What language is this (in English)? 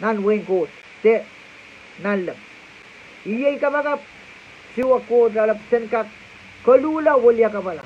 Pohnpeian